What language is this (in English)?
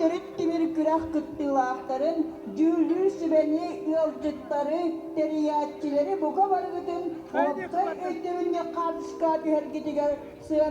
Yakut